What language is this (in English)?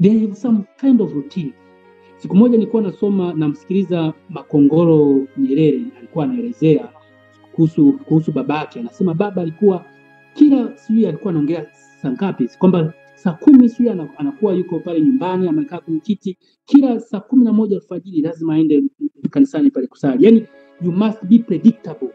Swahili